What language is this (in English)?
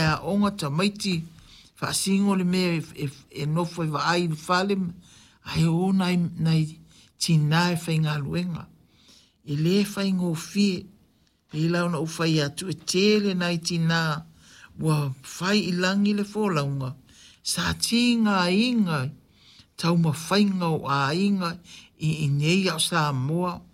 Samoan